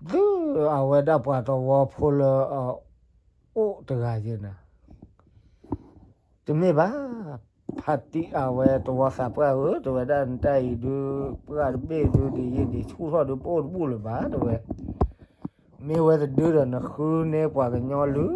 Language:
S'gaw Karen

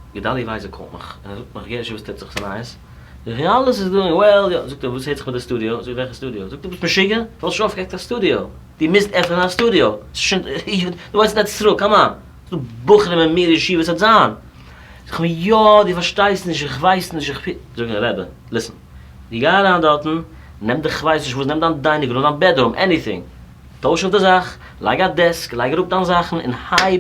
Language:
Yiddish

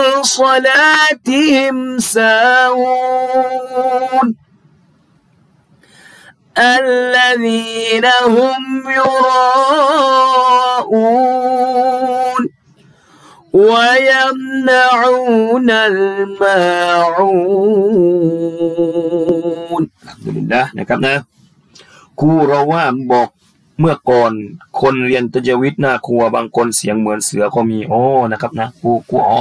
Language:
Thai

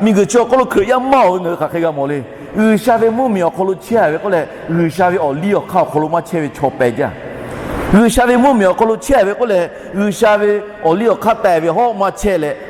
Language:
Lahu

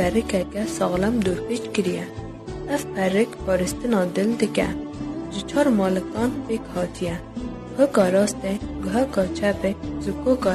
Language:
Kurdish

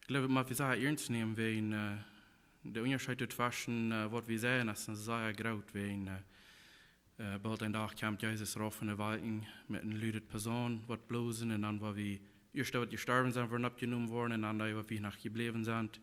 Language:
Plautdietsch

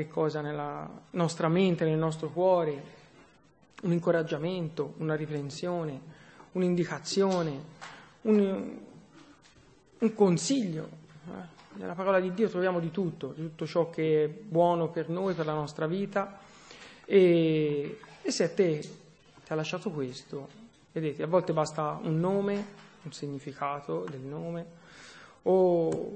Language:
Italian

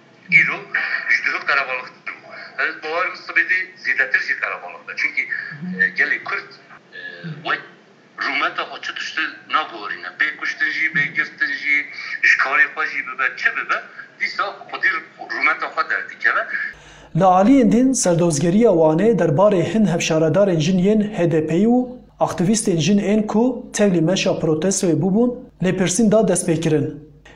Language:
Kurdish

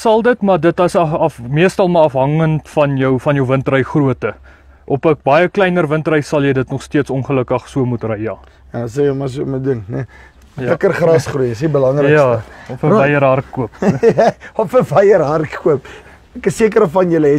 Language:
Afrikaans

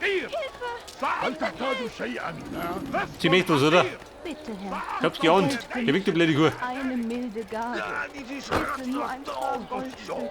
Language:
Bavarian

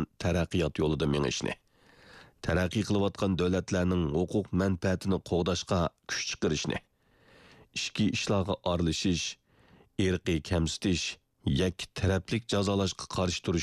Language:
Uyghur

